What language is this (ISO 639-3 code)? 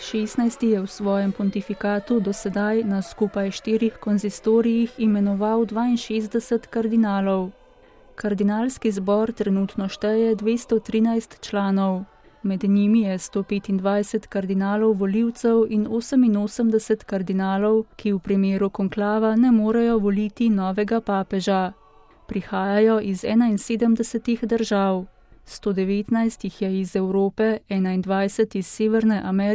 slv